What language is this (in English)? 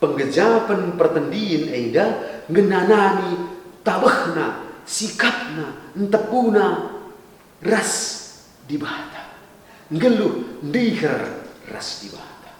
Batak Karo